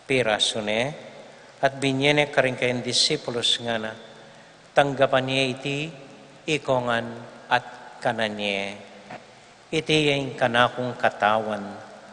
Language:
Pampanga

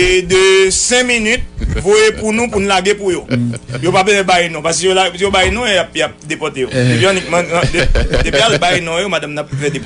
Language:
Haitian Creole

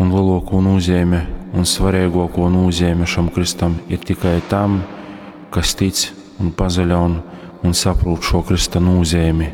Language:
Latgalian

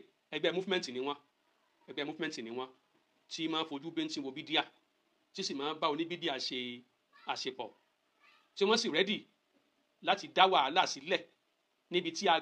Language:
Yoruba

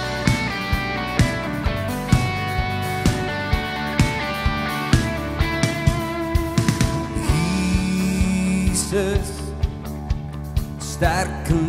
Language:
Afrikaans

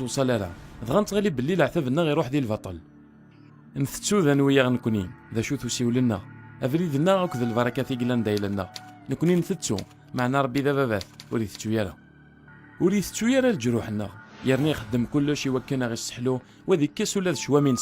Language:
Kabyle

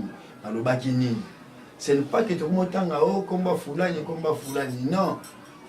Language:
Lingala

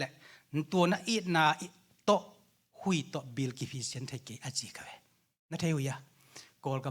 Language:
Tedim Chin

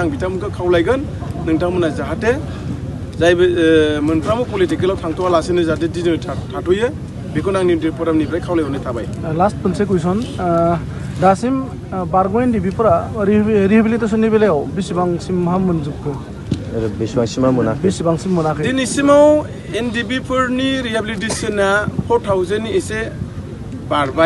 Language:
Bodo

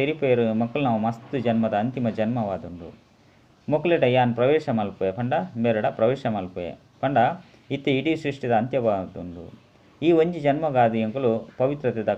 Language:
Tulu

